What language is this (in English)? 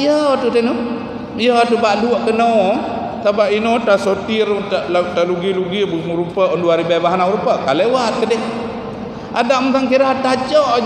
Achinese